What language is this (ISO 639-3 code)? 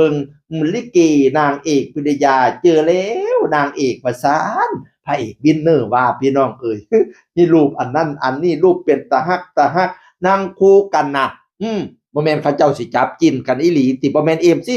tts